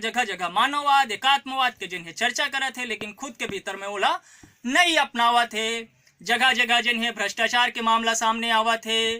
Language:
Chhattisgarhi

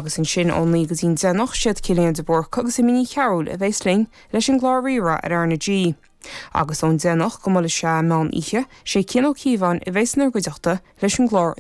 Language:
Irish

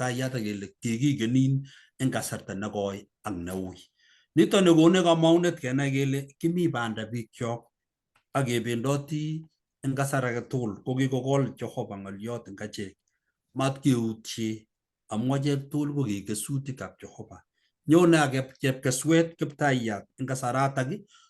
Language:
Kalenjin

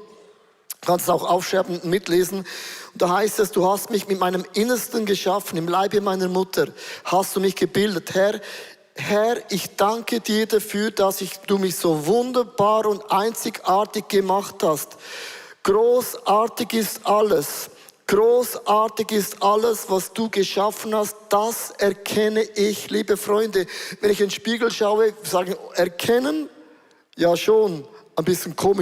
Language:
Swiss German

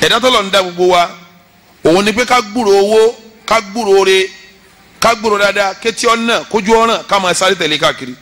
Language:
Yoruba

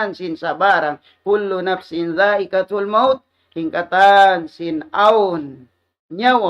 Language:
Tausug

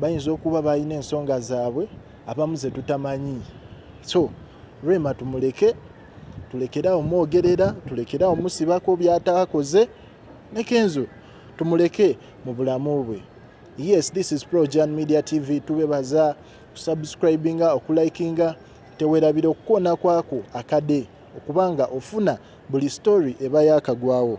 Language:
Ganda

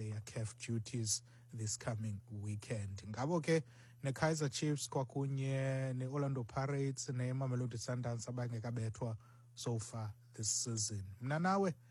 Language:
Xhosa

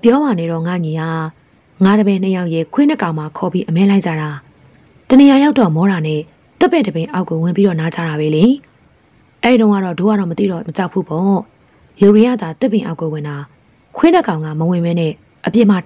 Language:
Burmese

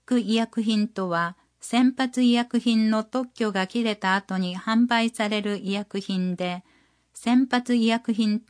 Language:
Japanese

